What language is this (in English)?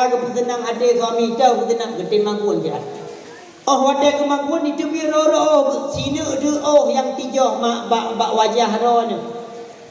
Achinese